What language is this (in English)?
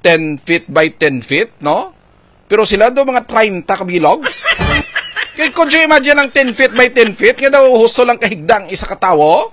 Hiligaynon